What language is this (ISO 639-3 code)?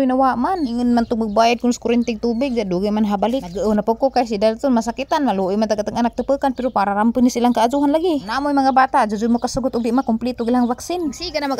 ceb